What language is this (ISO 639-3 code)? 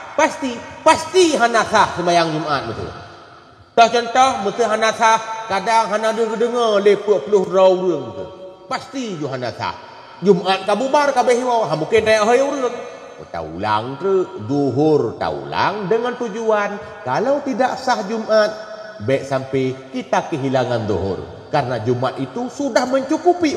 ace